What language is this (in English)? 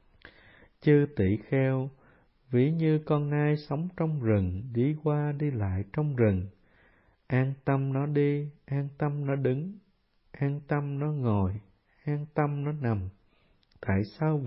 Vietnamese